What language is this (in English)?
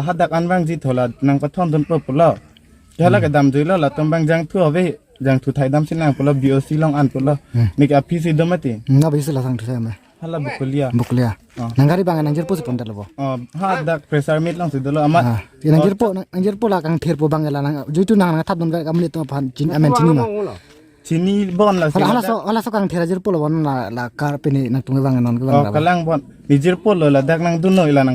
Karbi